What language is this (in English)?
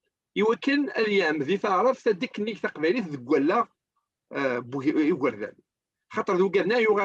Kabyle